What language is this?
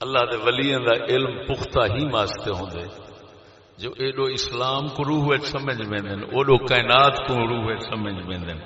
Saraiki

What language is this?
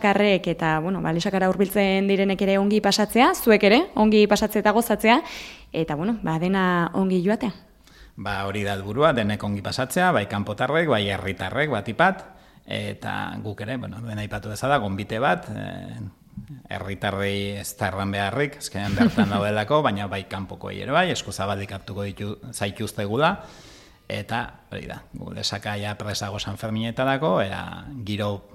Basque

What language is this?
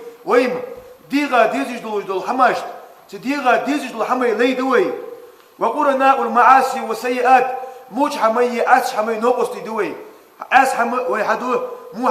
Ingush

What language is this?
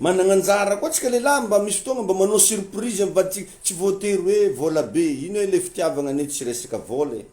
Malagasy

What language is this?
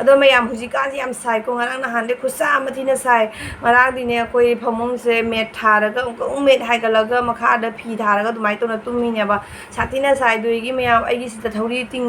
Manipuri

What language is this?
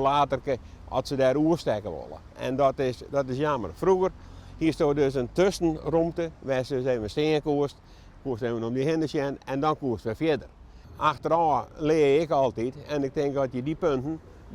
Western Frisian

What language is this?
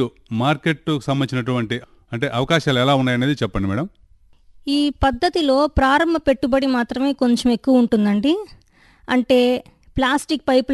Telugu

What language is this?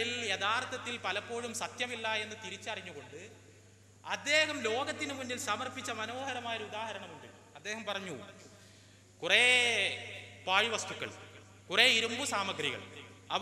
Malayalam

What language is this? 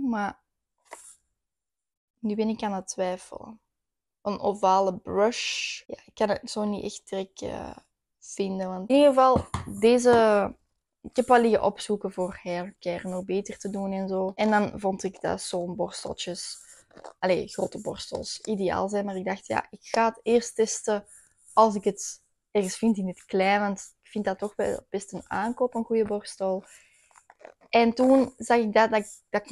Dutch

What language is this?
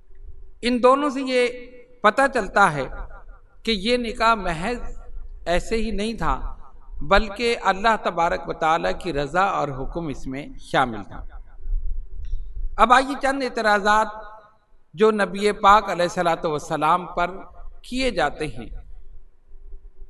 Urdu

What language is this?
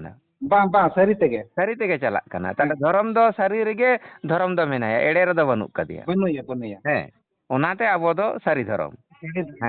Santali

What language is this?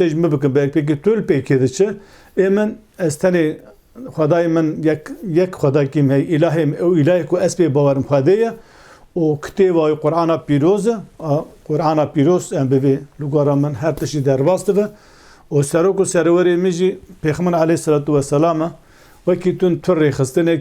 Kurdish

